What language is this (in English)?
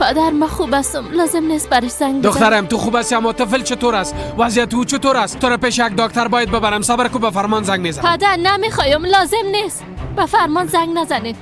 Persian